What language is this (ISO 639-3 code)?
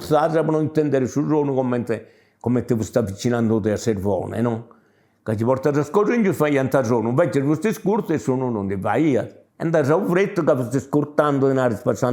srd